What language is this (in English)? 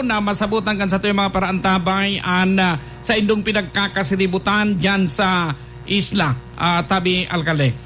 Bikol